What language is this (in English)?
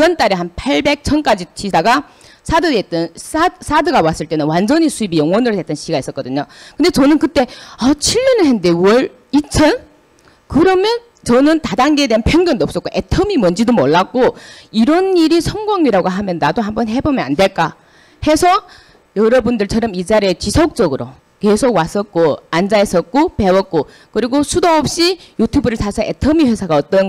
Korean